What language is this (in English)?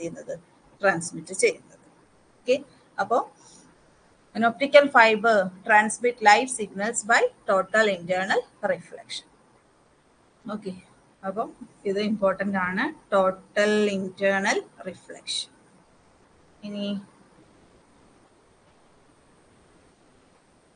Malayalam